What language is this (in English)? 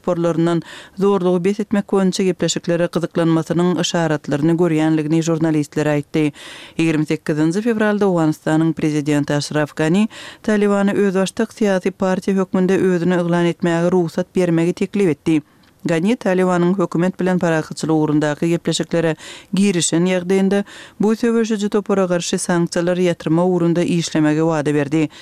Turkmen